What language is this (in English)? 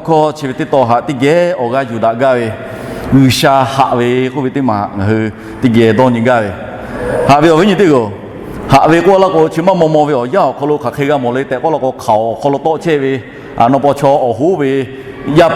Lahu